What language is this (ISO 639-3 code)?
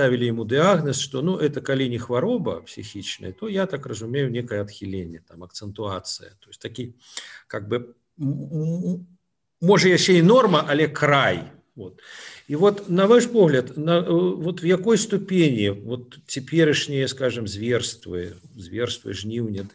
bel